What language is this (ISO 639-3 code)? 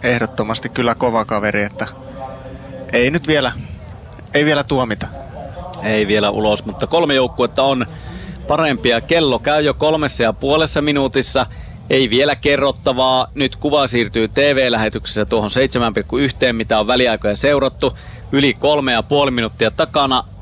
fin